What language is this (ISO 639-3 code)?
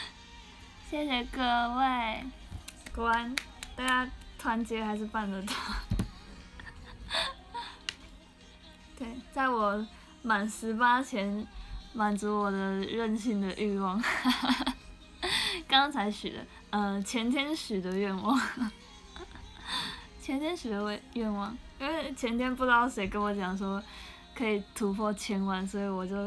zho